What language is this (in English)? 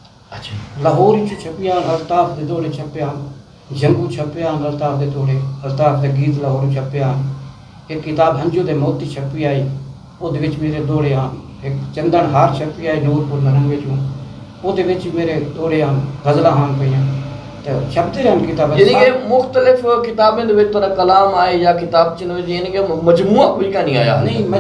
Saraiki